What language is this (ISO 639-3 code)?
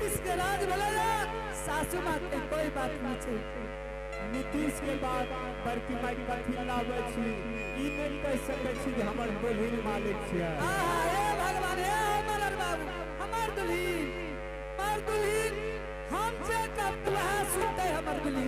anp